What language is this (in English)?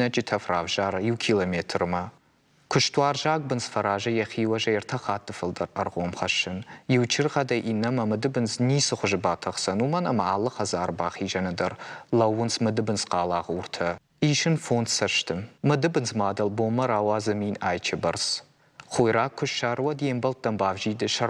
Ossetic